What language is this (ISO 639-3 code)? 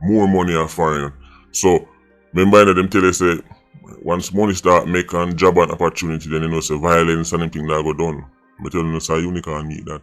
jam